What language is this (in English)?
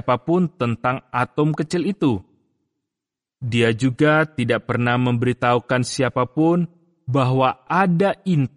Indonesian